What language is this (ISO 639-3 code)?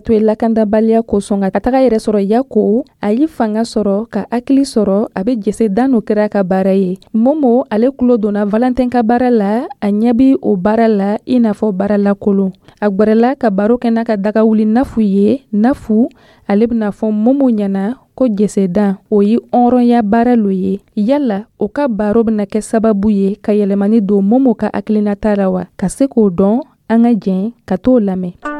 dyu